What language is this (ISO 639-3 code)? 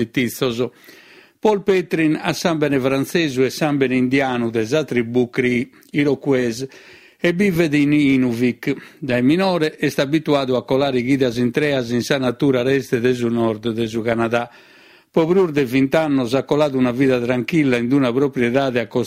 srd